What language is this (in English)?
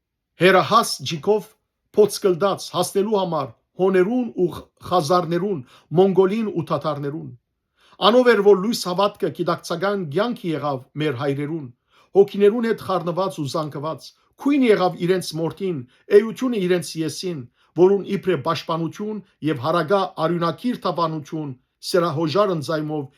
Western Armenian